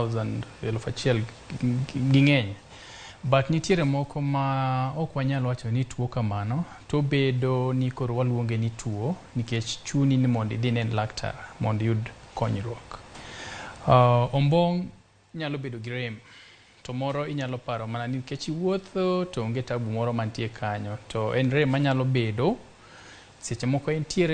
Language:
Luo (Kenya and Tanzania)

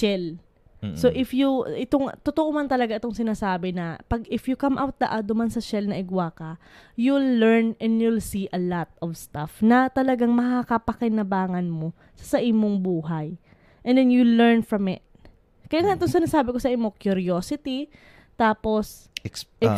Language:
Bikol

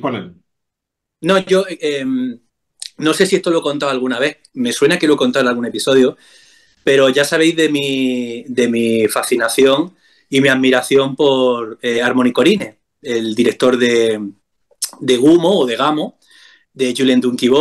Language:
Spanish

